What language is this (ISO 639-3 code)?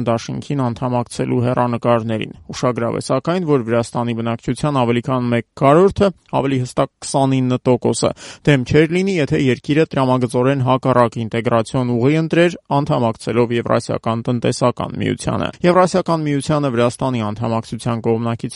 hye